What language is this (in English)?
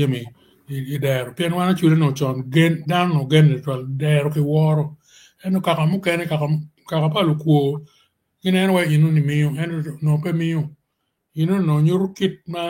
Acoli